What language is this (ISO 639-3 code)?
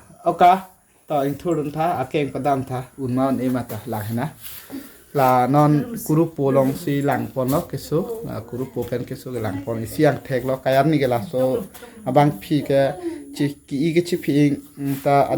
mjw